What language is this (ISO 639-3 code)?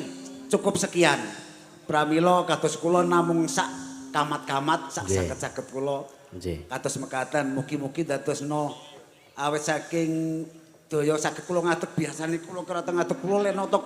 jav